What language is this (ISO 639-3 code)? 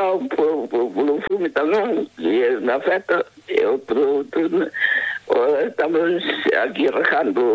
glg